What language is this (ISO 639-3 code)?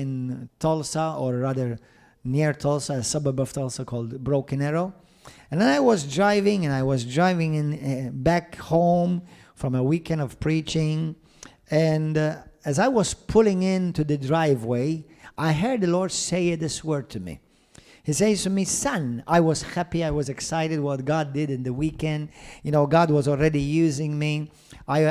eng